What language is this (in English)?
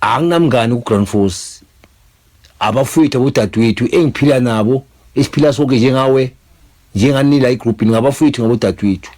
Zulu